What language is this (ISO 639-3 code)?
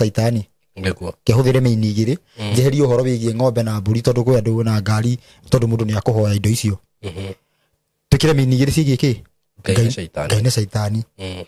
kik